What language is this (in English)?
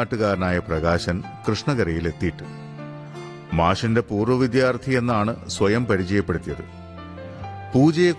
Malayalam